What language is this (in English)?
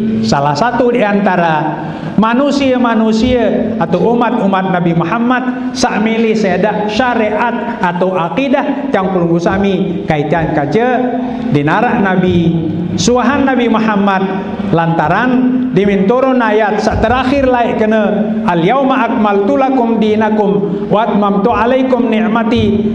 Sasak